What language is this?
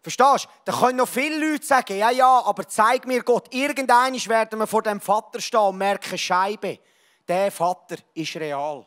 Swiss German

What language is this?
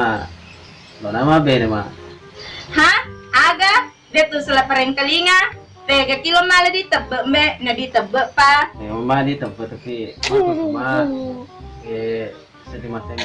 Buginese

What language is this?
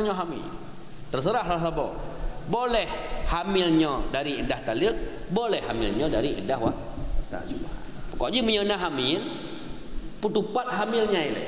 Achinese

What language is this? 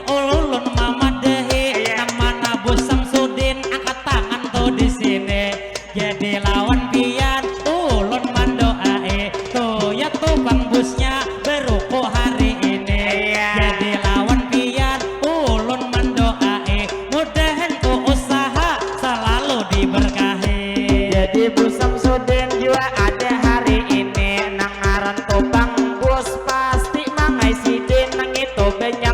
Banjar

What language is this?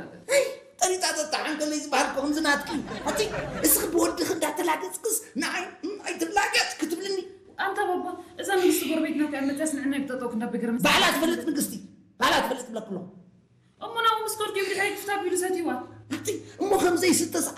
Tigrinya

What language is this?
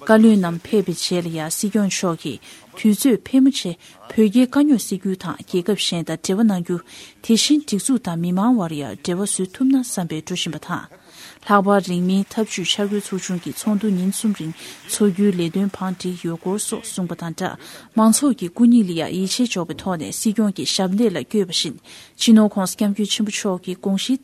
Tibetan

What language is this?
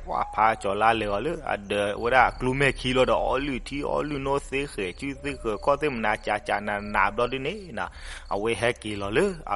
S'gaw Karen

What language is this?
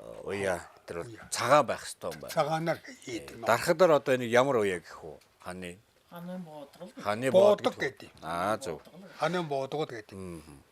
Mongolian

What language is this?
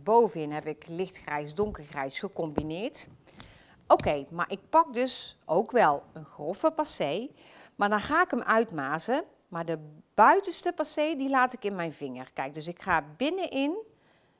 Dutch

